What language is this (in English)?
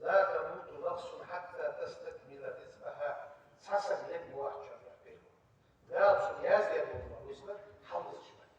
Ingush